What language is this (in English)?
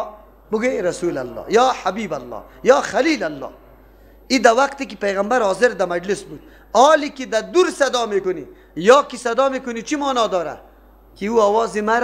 Persian